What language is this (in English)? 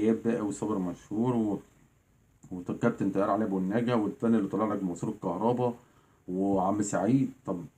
Egyptian Arabic